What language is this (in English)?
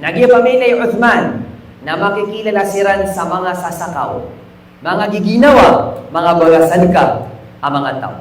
Maranao